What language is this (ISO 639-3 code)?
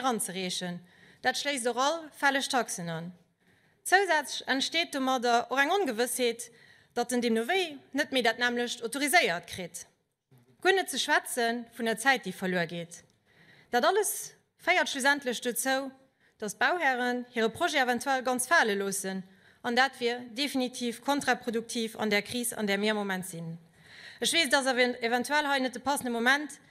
ltz